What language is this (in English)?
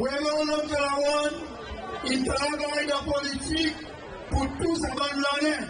Seselwa Creole French